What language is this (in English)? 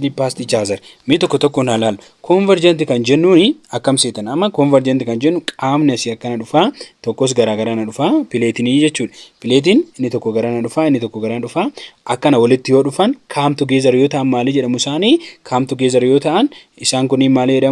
Oromo